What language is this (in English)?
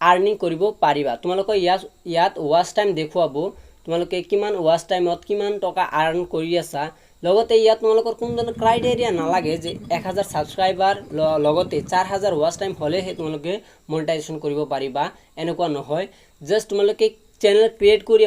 Assamese